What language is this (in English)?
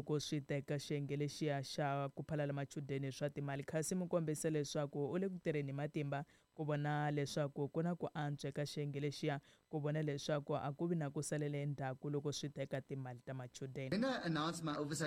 Tsonga